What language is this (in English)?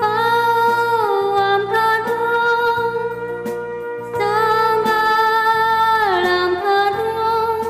Konkani